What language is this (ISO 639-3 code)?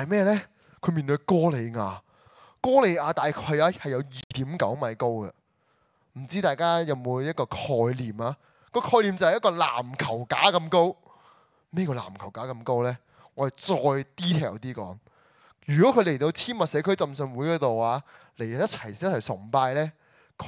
yue